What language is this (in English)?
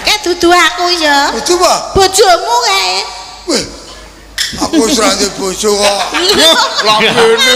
Javanese